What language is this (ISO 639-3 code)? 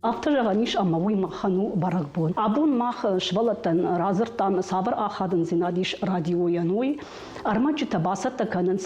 oss